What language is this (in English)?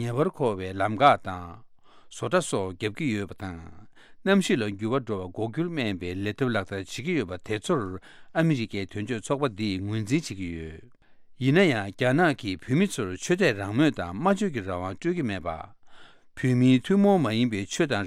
Tibetan